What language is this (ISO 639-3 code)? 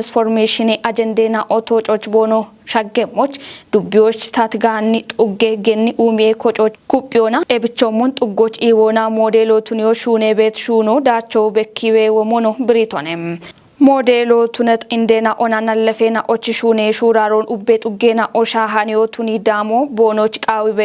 kbr